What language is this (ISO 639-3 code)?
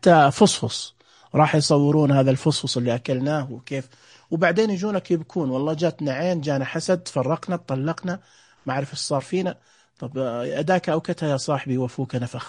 ars